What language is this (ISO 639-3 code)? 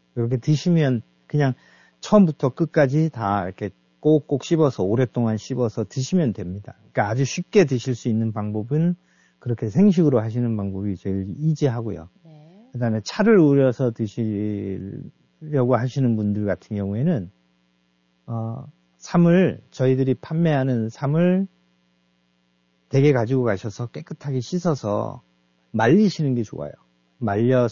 kor